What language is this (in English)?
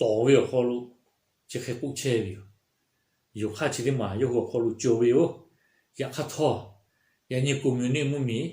Lahu